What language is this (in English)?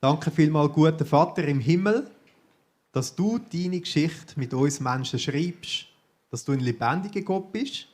Swiss German